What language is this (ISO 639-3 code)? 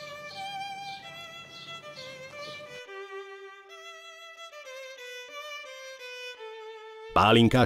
hun